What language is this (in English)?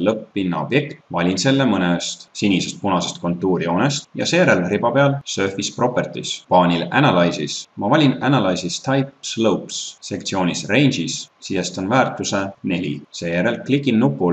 Estonian